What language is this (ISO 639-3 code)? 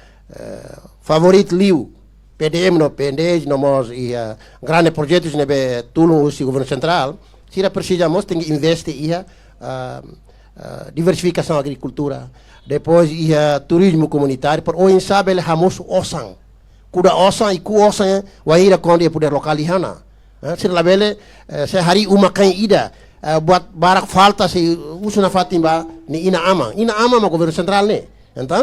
tet